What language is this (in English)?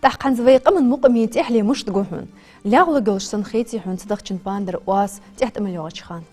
Ingush